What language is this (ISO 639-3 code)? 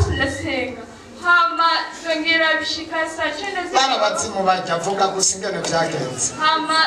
run